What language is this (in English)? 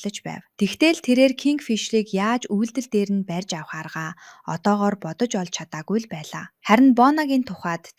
Mongolian